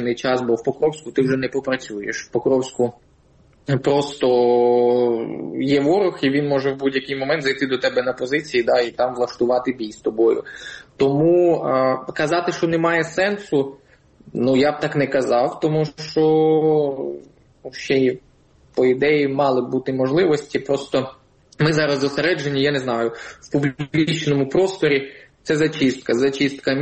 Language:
Ukrainian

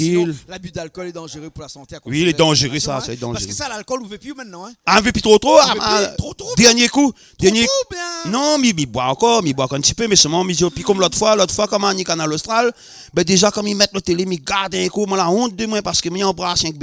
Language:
Réunion Creole French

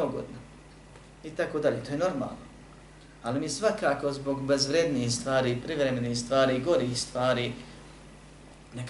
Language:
Bosnian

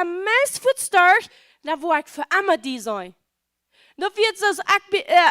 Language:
Plautdietsch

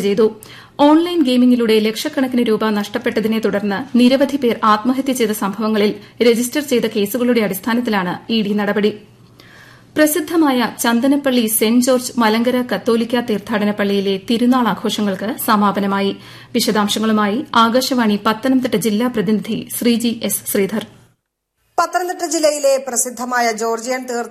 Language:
Malayalam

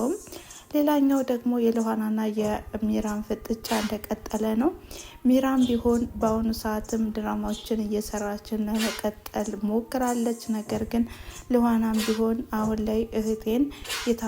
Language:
Amharic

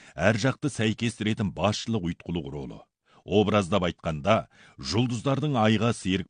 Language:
Kazakh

